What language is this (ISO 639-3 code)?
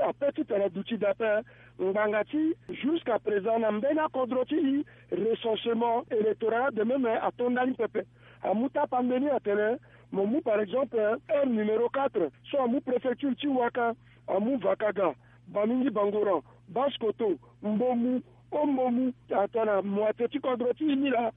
sag